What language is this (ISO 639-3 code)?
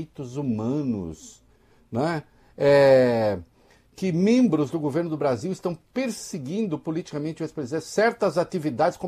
por